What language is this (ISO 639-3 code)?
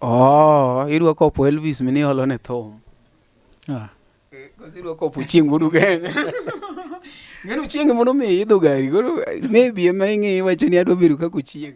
luo